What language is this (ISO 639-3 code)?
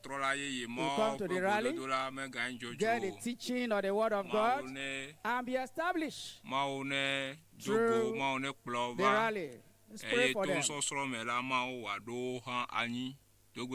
ewe